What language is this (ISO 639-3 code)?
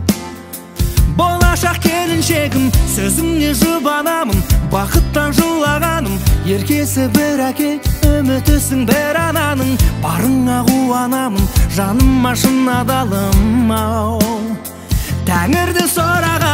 kaz